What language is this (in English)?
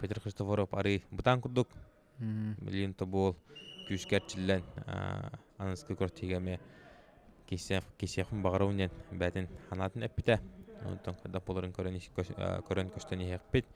Yakut